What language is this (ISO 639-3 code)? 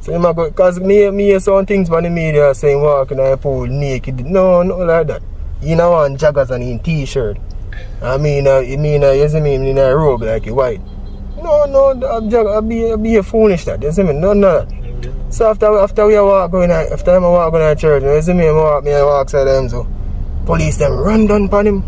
jam